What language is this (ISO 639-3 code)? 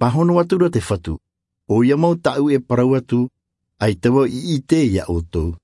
tah